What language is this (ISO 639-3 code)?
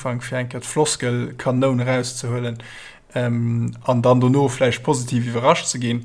ltz